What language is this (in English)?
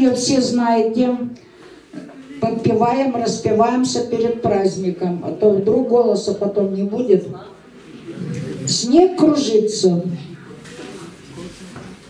Russian